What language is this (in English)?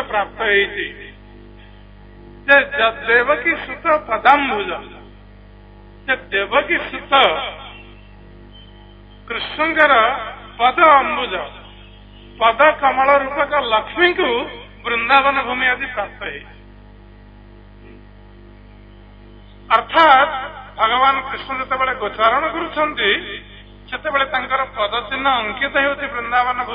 Odia